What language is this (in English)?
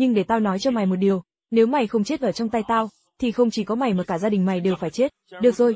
Vietnamese